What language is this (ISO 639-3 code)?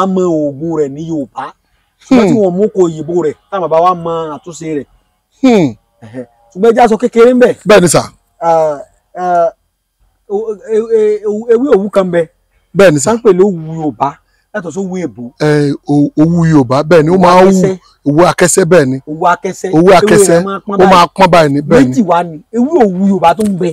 yor